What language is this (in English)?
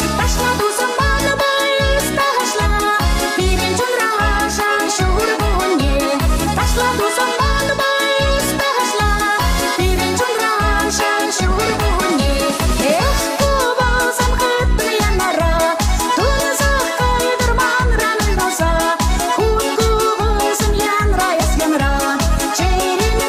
Chuvash